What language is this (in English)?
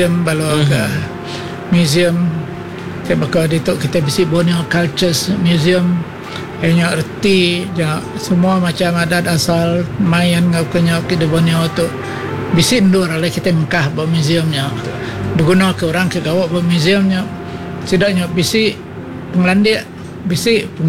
Iban